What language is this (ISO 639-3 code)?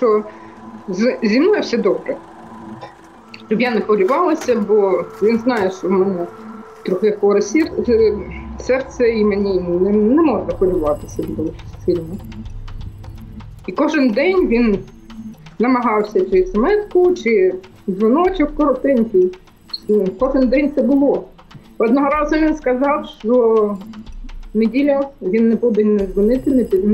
ukr